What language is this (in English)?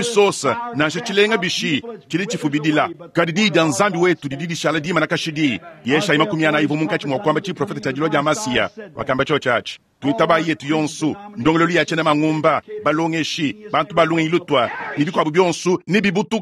Luba-Lulua